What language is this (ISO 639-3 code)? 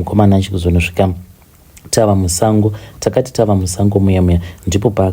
sna